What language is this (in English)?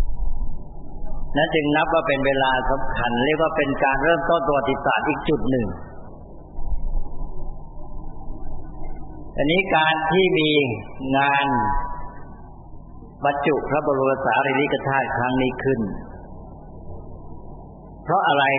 Thai